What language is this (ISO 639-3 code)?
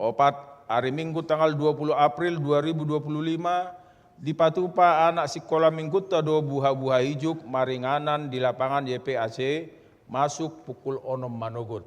bbc